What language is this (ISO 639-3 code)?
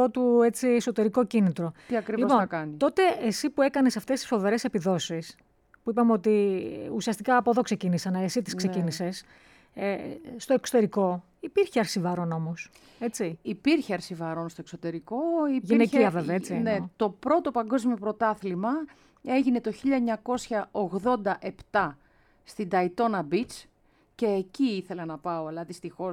ell